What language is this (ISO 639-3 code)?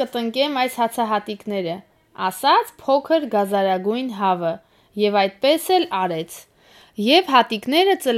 hye